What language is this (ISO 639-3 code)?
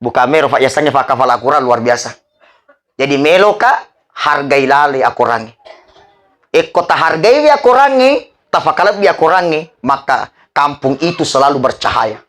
bug